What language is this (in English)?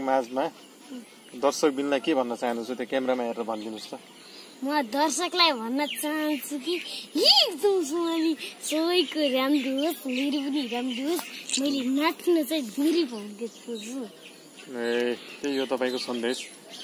Nepali